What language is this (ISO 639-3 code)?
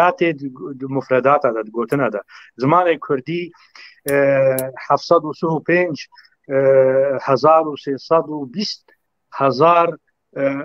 kur